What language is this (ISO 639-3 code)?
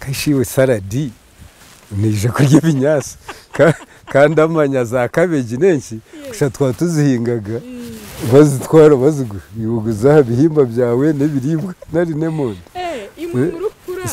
nyn